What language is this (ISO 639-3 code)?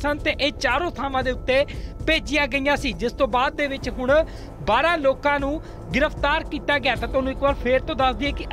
pan